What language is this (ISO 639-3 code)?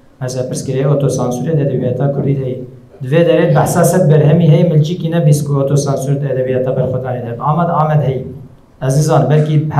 kur